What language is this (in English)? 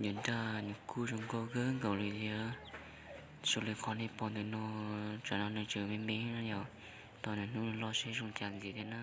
Hmong